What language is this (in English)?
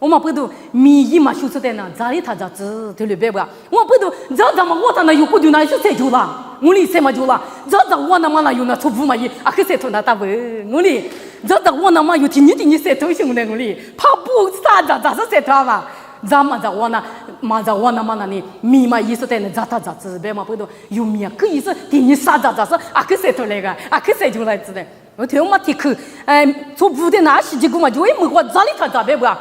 Lisu